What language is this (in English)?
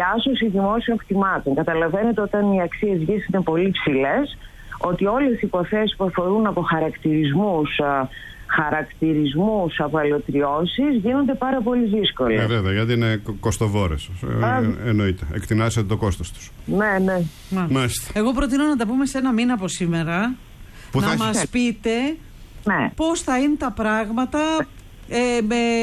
Greek